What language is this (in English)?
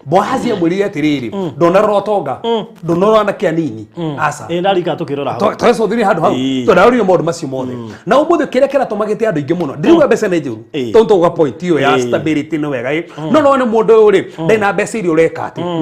Kikuyu